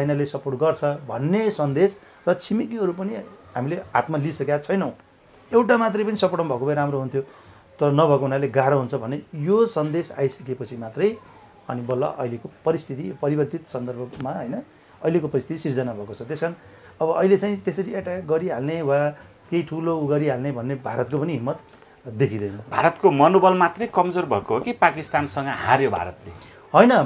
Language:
Nepali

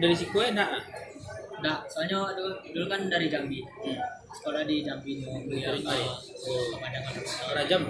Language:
Minangkabau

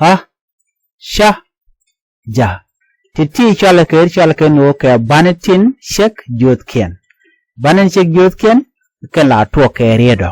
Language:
Nuer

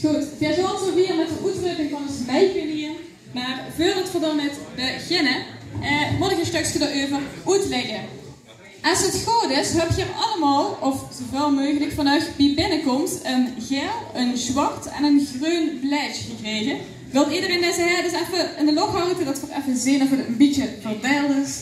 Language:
Limburgish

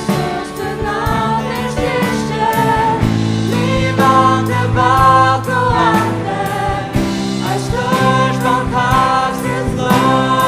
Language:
Faroese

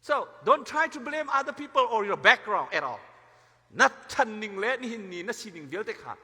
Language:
Hakha Chin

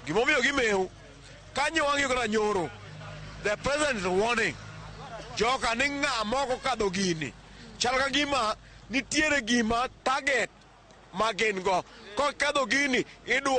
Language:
Luo (Kenya and Tanzania)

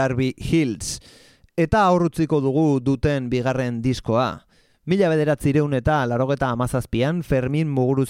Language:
Basque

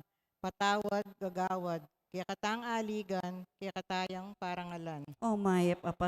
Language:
Pampanga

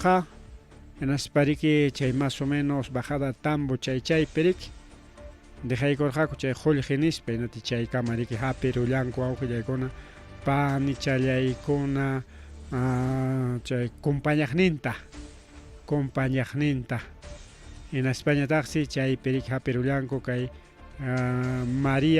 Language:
Ayacucho Quechua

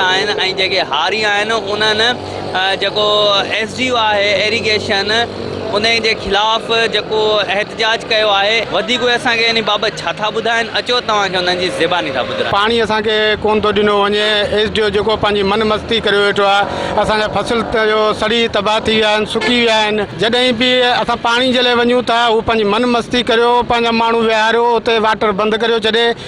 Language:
Sindhi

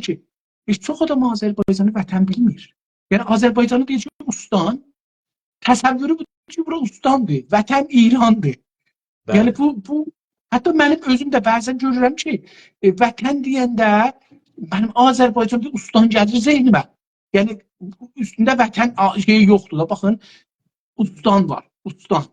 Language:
South Azerbaijani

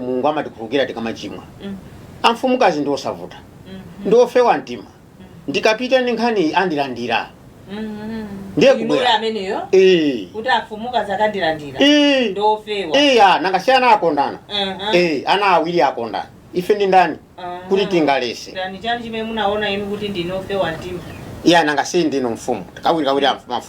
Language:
Nyanja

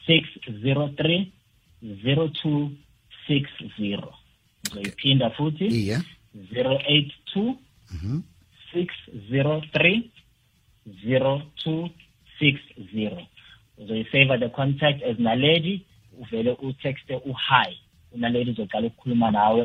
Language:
South Ndebele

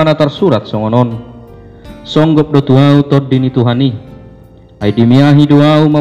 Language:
Batak Toba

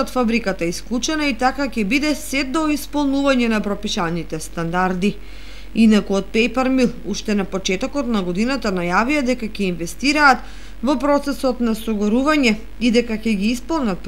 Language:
Macedonian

